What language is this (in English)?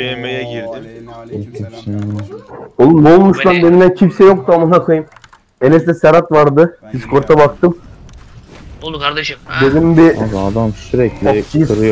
Turkish